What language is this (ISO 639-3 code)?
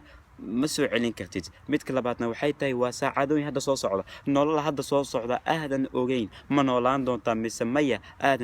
som